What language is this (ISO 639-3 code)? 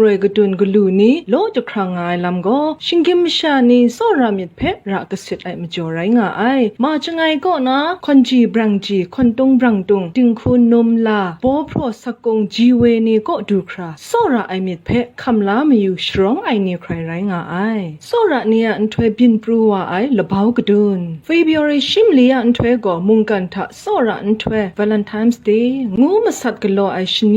kac